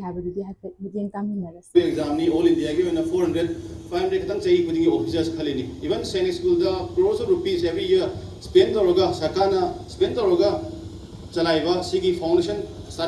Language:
Manipuri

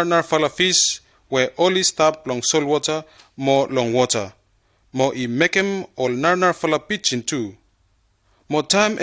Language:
Bislama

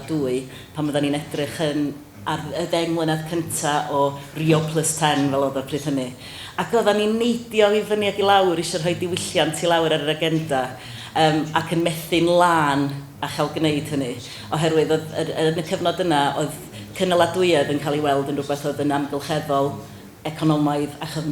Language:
Welsh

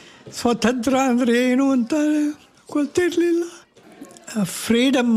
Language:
Kannada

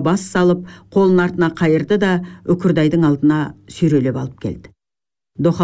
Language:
Kazakh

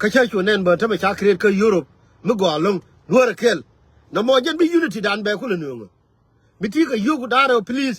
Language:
Nuer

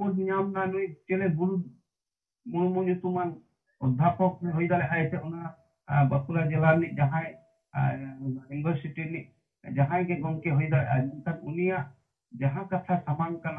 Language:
Santali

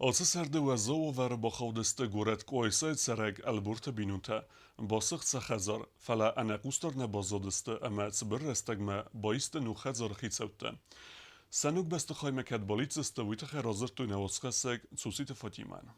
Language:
Ossetic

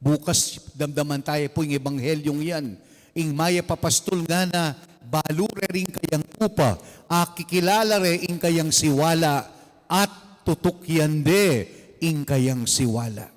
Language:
Pampanga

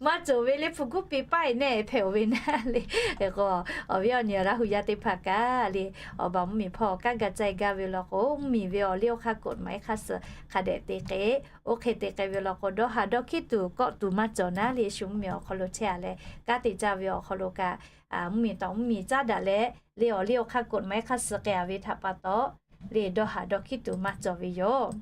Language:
Lahu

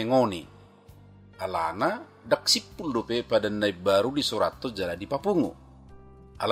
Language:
Batak Toba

